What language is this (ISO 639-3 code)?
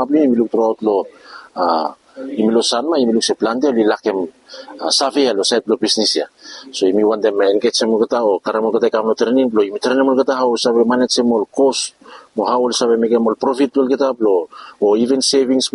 bis